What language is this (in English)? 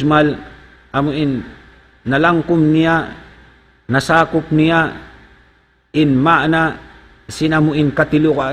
Tausug